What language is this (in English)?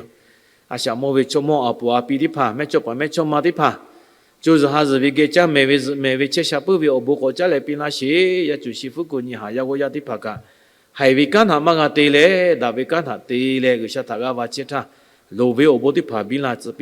Lahu